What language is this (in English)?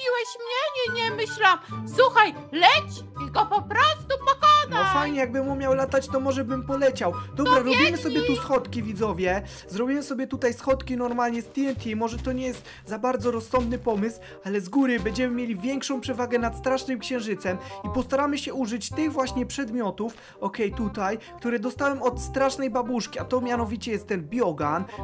Polish